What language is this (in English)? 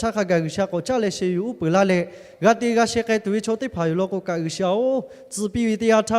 Lahu